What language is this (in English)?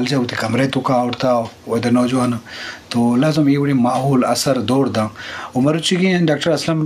Eastern Balochi